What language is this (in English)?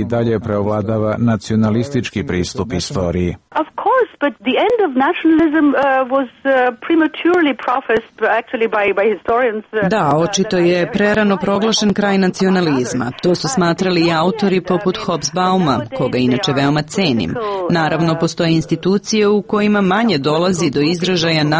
Serbian